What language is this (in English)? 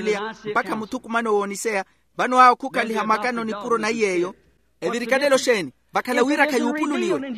Makhuwa